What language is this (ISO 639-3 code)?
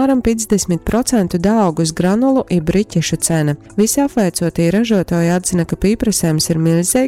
ltg